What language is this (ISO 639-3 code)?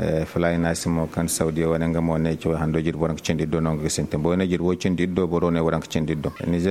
dje